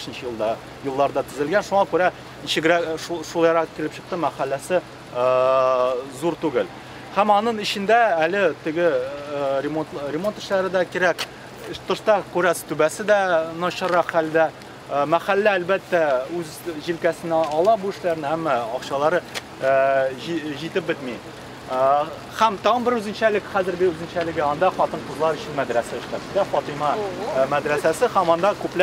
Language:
Tatar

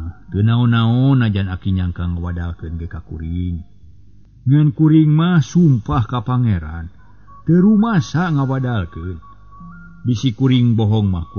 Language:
Sundanese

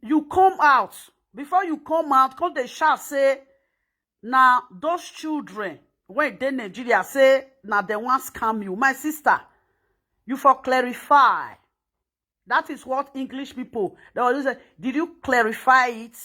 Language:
Nigerian Pidgin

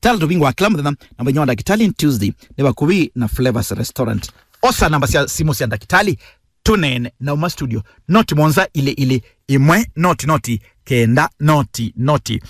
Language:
Kamba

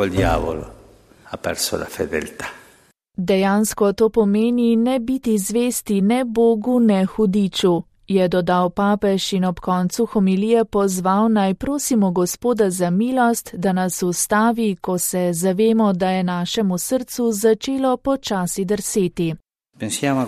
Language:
Slovenian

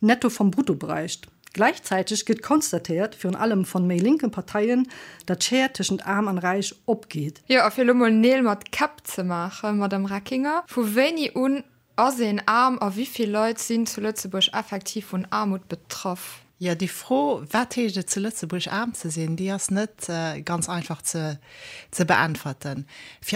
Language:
Luxembourgish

